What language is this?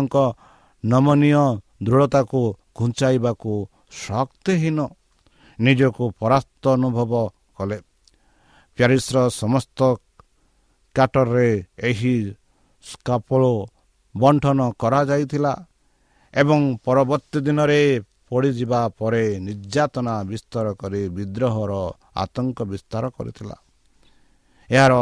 Odia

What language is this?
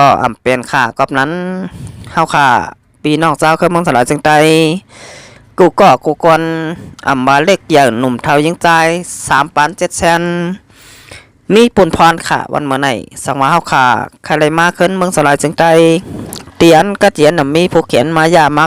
Shan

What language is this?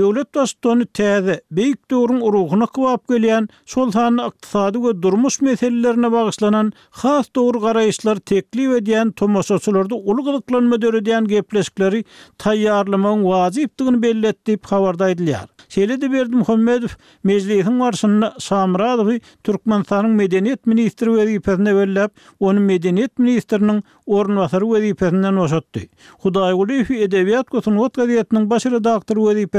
Turkmen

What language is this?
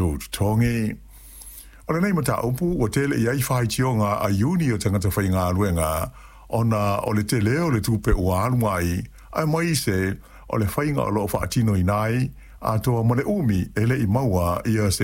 Samoan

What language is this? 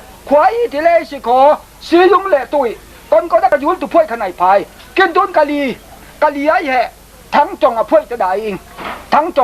Falam Chin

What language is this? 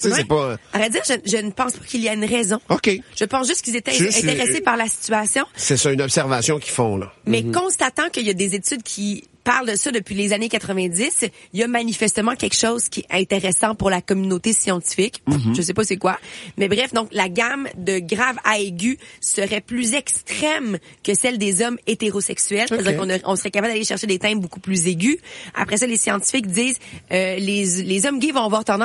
French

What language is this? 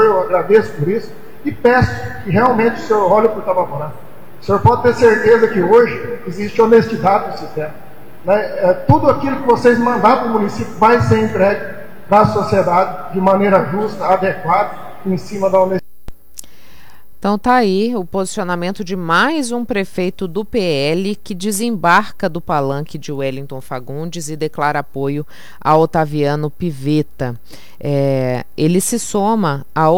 Portuguese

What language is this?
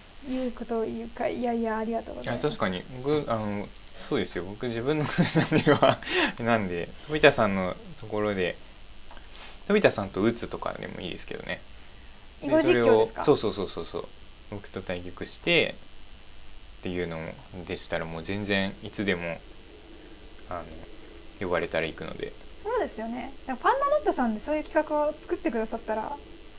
Japanese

